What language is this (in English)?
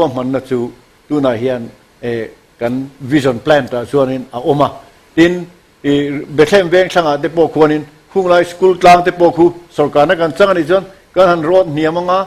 Mizo